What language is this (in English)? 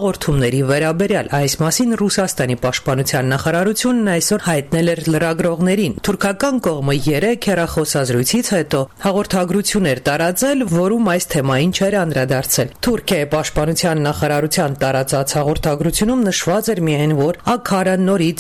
Armenian